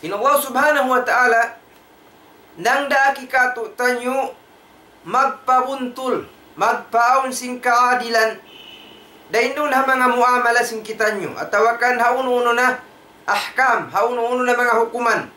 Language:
Tausug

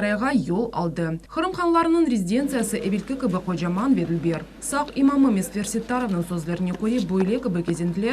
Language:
Crimean Tatar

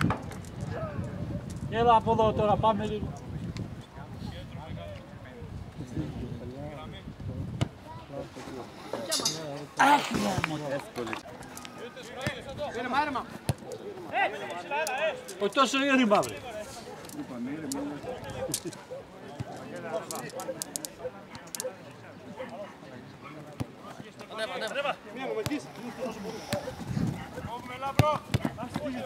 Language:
Greek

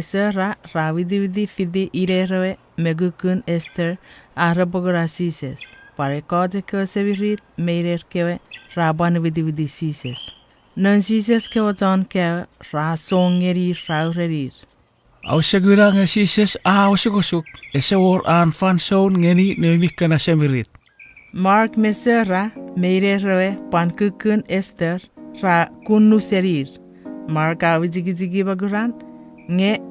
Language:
Chuukese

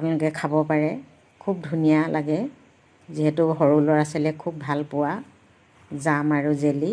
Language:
Assamese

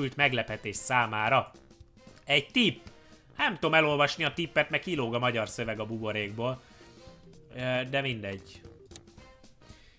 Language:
Hungarian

